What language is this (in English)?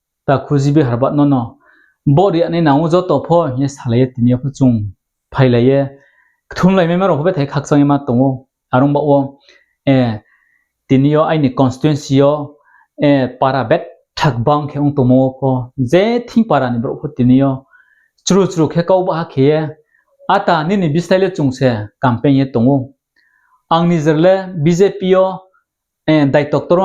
Riang (India)